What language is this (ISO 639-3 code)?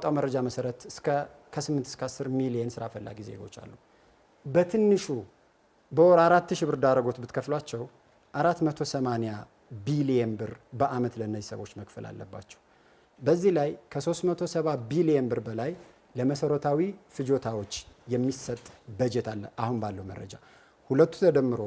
amh